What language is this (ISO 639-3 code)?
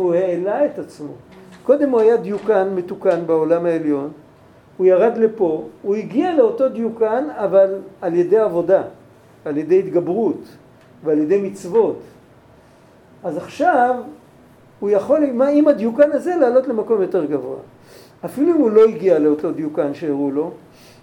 heb